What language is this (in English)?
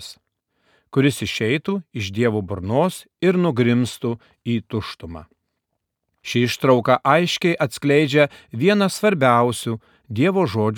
Lithuanian